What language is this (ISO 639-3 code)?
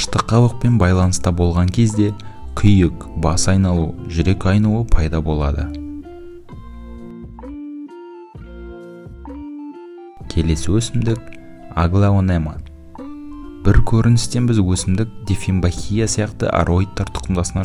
kaz